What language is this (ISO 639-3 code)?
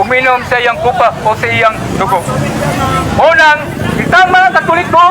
ceb